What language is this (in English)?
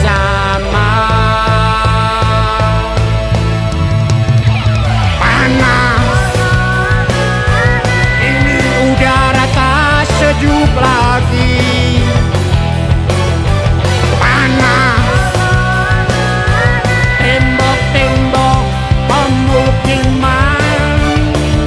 Indonesian